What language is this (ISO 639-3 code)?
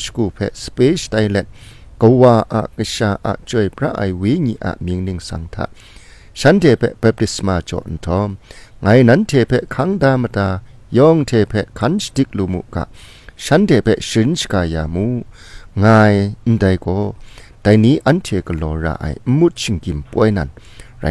kac